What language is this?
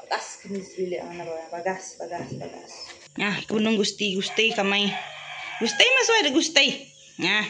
Iban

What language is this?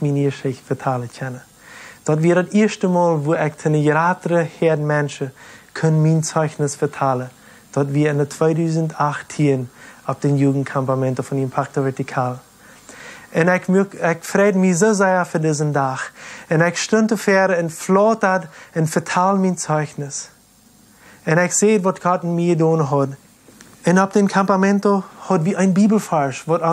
Plautdietsch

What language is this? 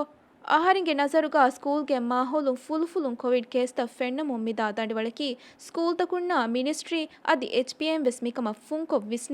Divehi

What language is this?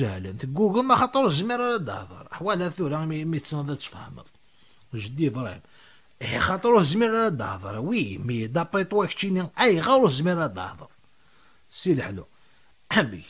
Kabyle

